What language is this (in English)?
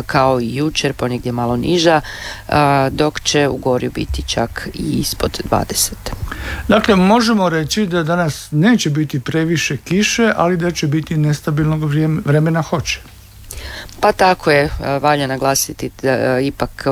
Croatian